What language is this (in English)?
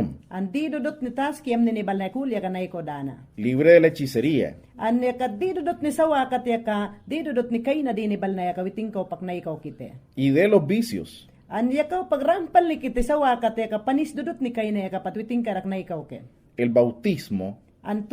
Mayangna